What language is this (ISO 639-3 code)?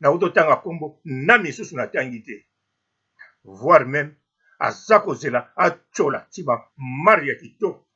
lin